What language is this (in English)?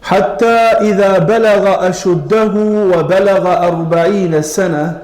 Albanian